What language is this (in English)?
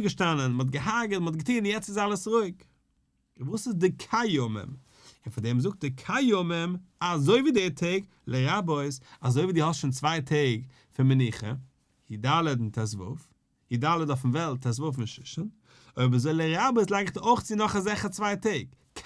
Yiddish